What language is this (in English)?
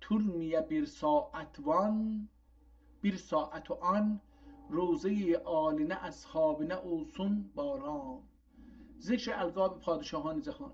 South Azerbaijani